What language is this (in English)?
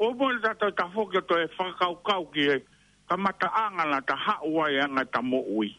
Tongan